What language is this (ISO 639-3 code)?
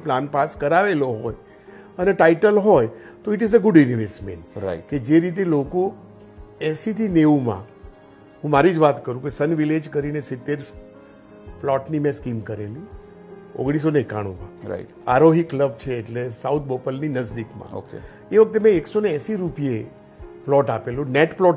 guj